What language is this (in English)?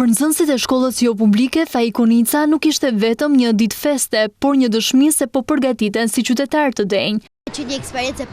Albanian